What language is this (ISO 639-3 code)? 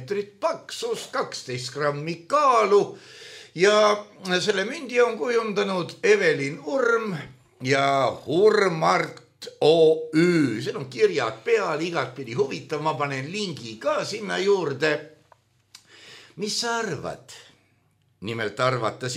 est